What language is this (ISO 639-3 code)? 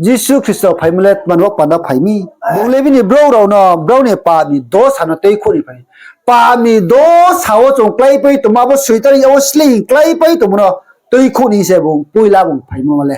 ria